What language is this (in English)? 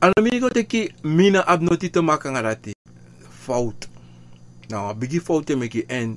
Sranan Tongo